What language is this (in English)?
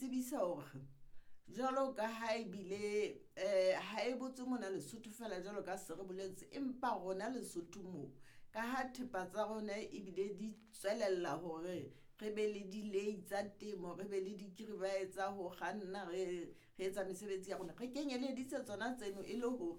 Southern Sotho